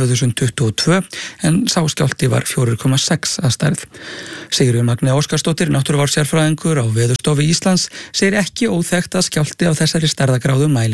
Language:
Icelandic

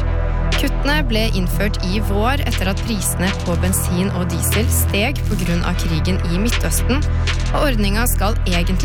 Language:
Norwegian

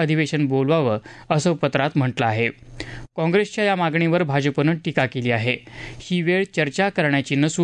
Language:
Marathi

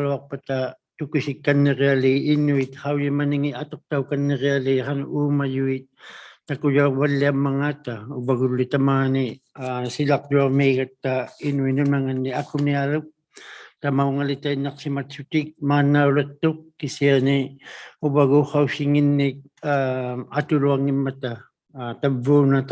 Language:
Inuktitut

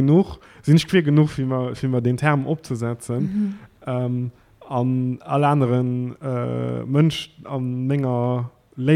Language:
Luxembourgish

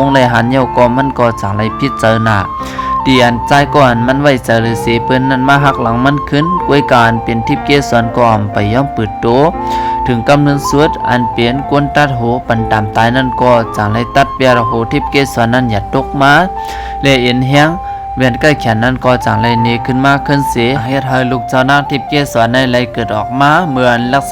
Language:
Shan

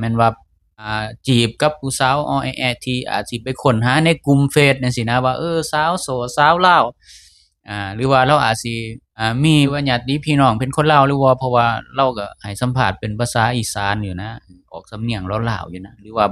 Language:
Lao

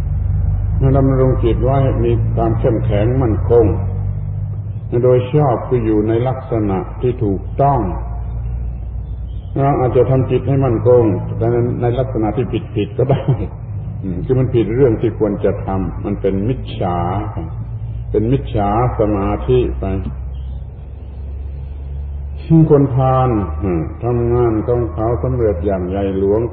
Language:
Thai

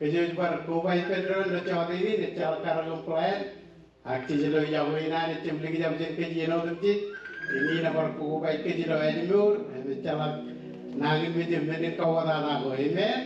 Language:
Marshallese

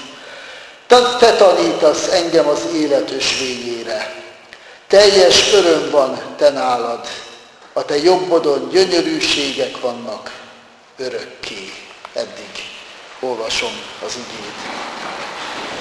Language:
Hungarian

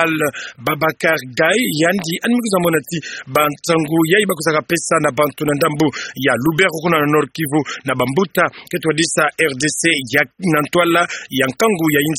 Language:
Kituba (Democratic Republic of Congo)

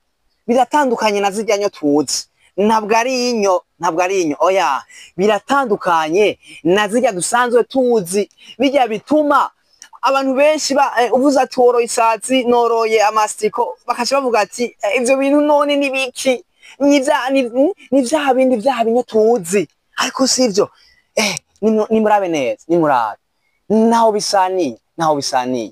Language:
Rundi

